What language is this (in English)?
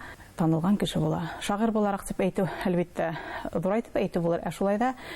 Bashkir